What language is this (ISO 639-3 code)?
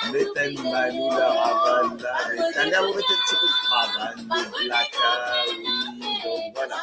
mfe